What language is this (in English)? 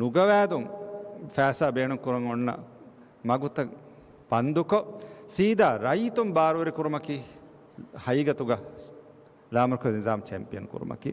Divehi